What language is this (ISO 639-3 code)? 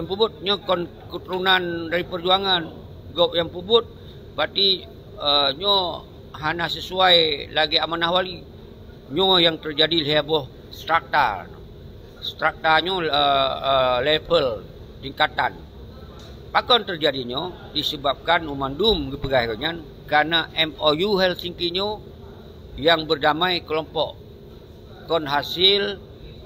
ace